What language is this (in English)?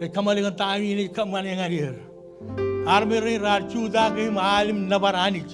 Marshallese